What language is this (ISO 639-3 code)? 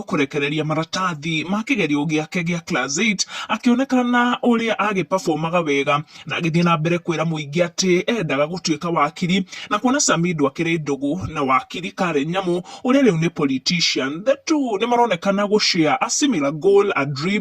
kik